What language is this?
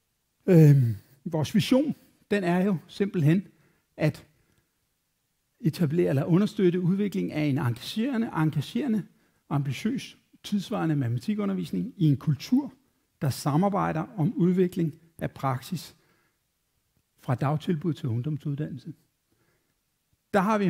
Danish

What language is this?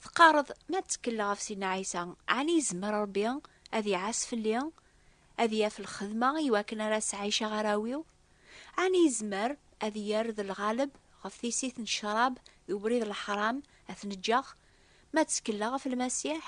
Kabyle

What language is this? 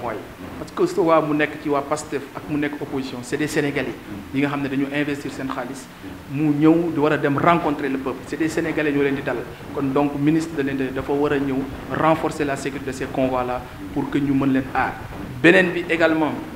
Wolof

